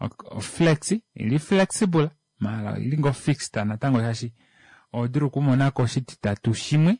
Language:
Kuanyama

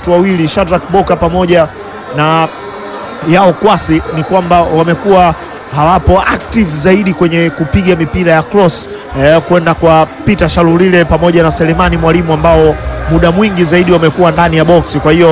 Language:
Swahili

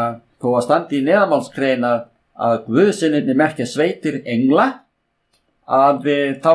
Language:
Icelandic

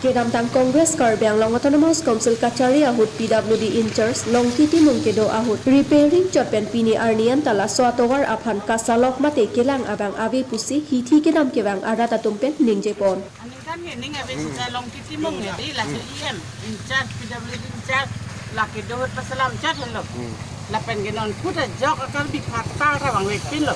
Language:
Karbi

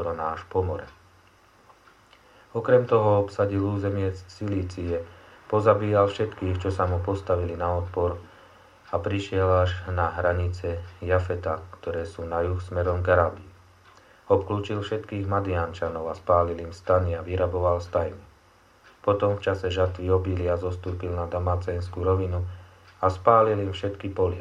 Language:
Slovak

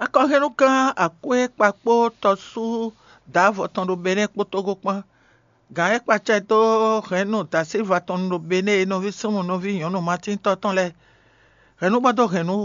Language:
Fon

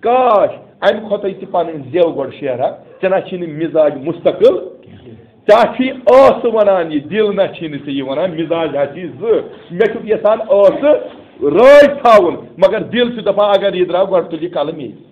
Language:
Kashmiri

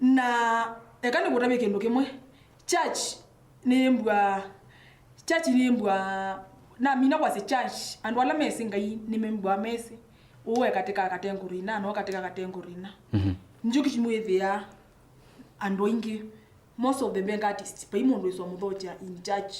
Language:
Kamba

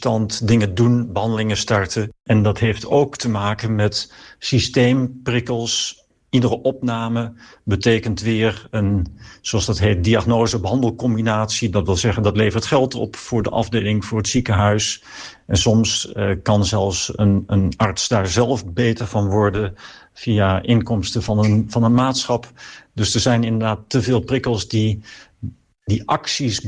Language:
Dutch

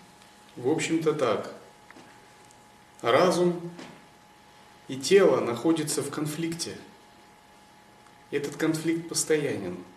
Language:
Russian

